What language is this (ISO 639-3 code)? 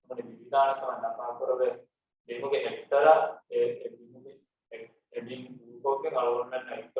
div